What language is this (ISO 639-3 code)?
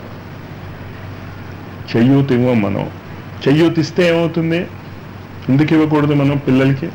tel